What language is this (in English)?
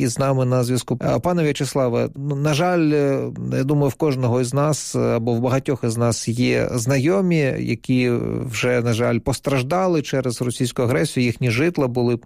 Ukrainian